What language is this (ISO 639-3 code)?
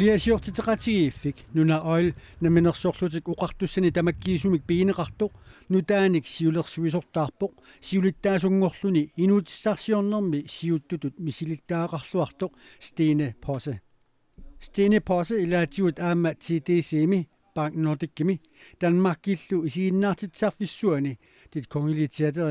kal